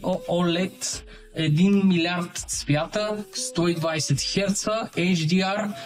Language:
Bulgarian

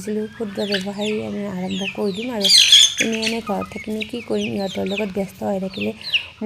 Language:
Assamese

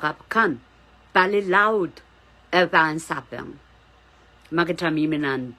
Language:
Pohnpeian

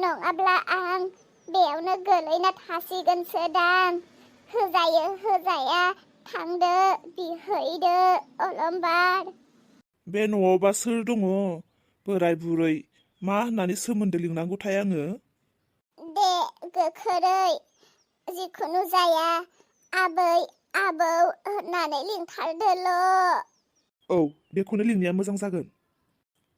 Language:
Bodo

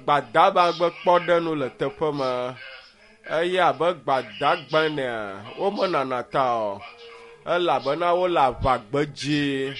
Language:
Ewe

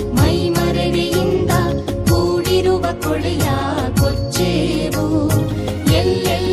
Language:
Kannada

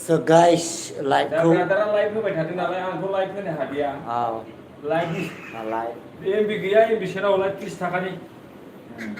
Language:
Bodo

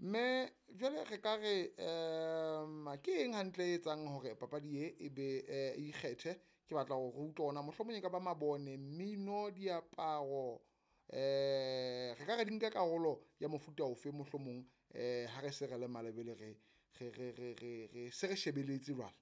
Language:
Southern Sotho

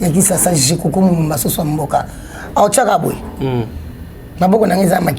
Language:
Lingala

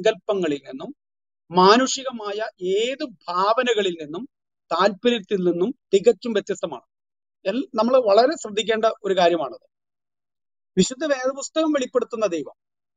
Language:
Malayalam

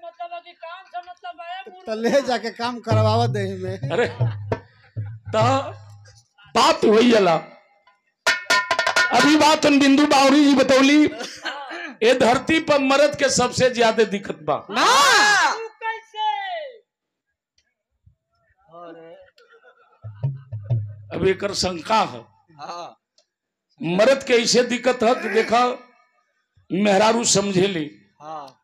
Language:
Bhojpuri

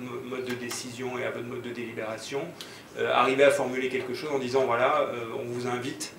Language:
French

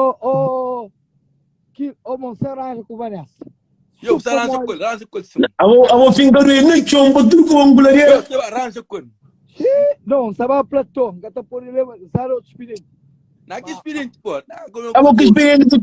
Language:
Kabuverdianu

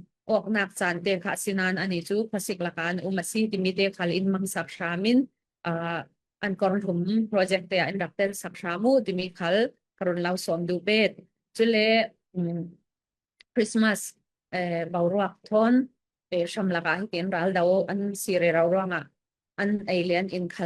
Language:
Falam Chin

